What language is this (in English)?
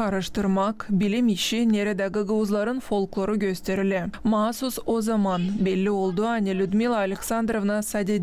Gagauz